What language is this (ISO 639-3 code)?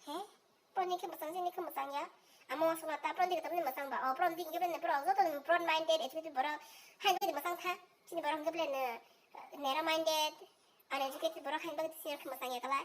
trp